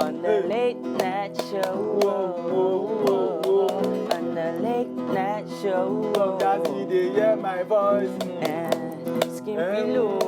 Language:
Nigerian Pidgin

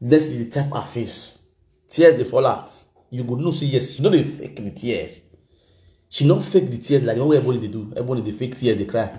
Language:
Nigerian Pidgin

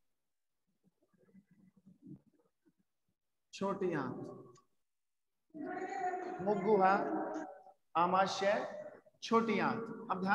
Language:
Hindi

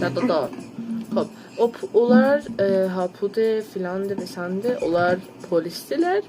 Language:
South Azerbaijani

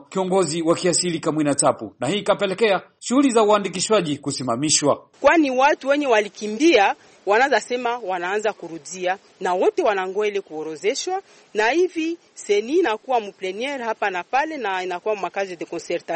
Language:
Swahili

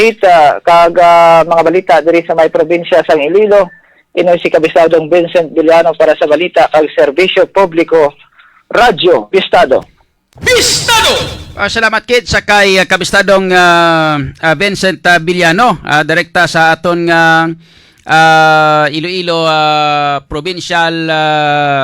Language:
Hiligaynon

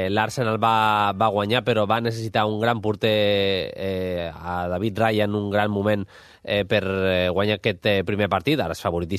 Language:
Catalan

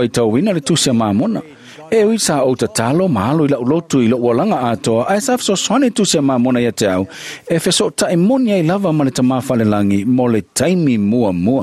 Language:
Samoan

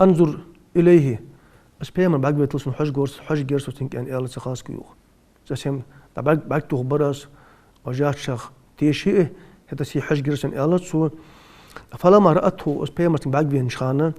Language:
Ingush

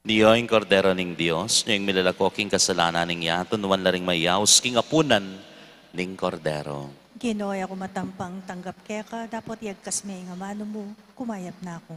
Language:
Pampanga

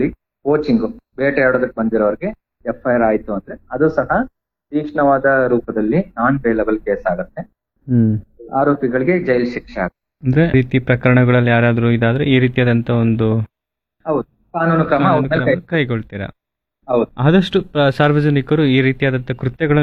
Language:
Kannada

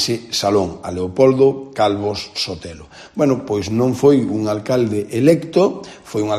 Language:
Galician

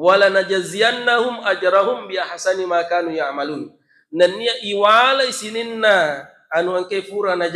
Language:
Buginese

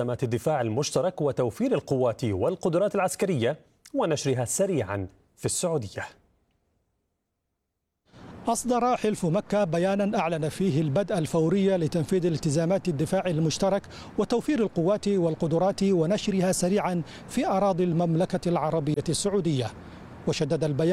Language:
Arabic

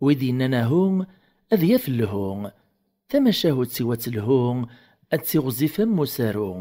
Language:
Kabyle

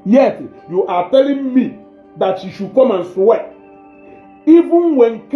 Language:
Igbo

